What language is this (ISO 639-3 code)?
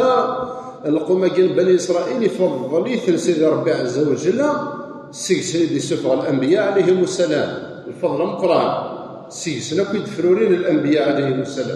kab